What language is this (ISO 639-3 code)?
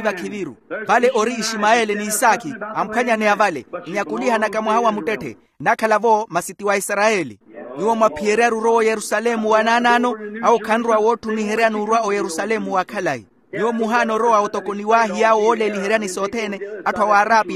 vmw